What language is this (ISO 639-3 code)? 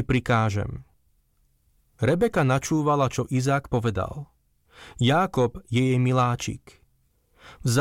slk